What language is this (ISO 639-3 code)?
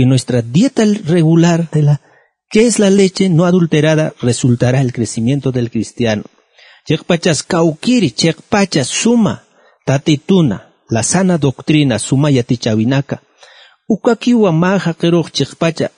aym